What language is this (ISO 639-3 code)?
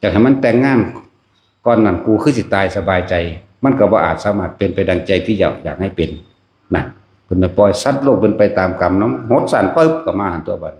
tts